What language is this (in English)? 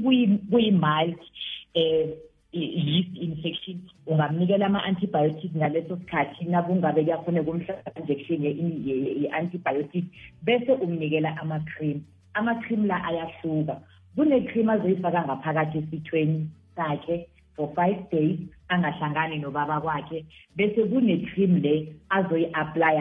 South Ndebele